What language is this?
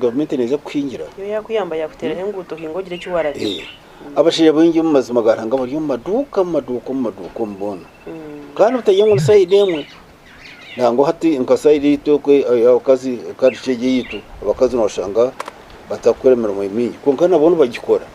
Nyankole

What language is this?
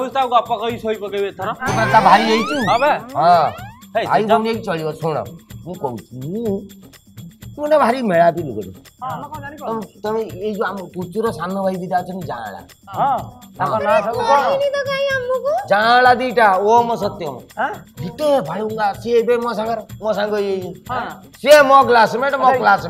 Odia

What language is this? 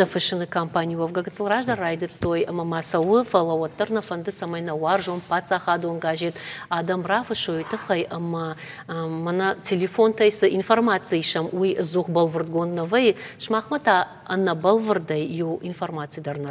Ossetic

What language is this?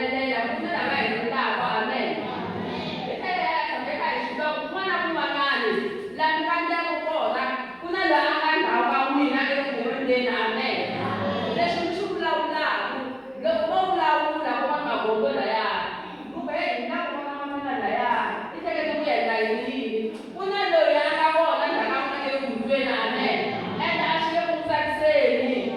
Tsonga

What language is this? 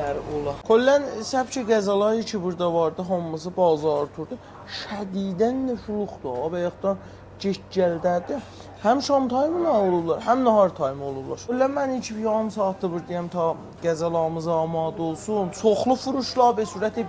South Azerbaijani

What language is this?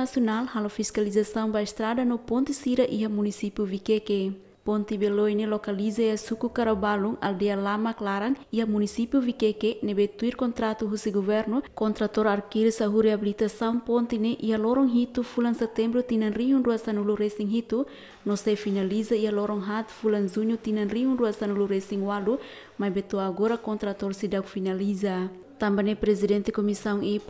Tetum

